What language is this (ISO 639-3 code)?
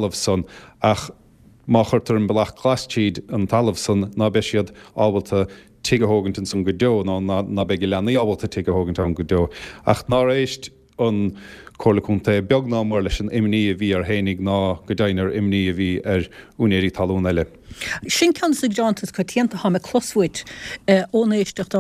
gle